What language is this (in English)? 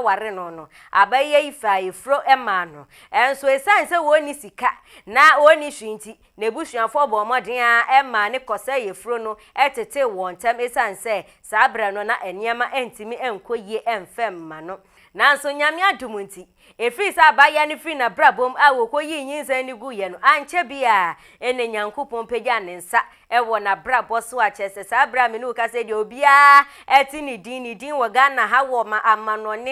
Akan